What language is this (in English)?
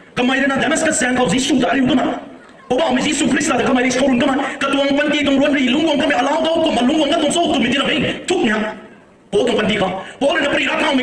Rongmei Naga